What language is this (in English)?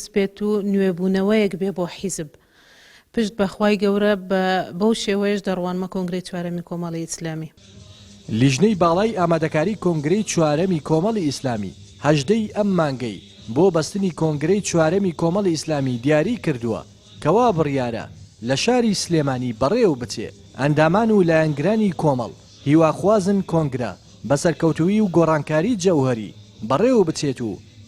Central Kurdish